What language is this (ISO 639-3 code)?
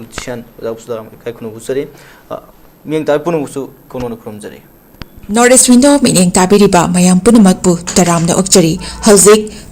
mni